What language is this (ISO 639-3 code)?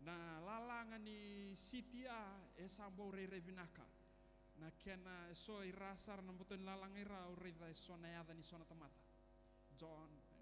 fij